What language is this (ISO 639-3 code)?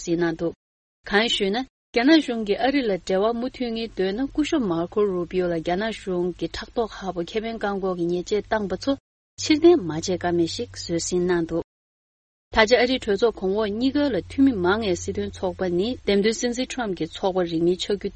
bod